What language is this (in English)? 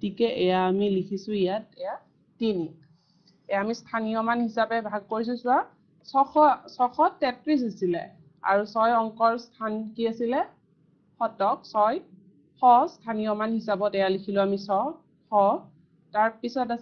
Assamese